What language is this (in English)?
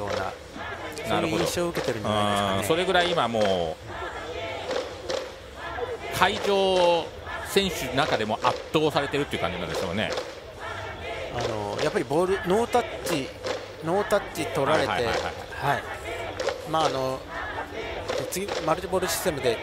Japanese